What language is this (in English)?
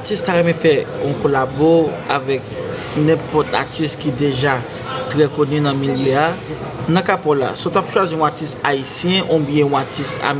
Haitian Creole